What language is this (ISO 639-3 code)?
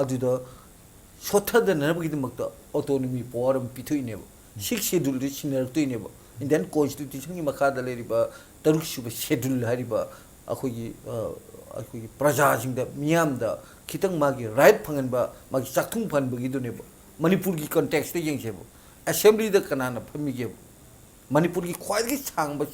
mni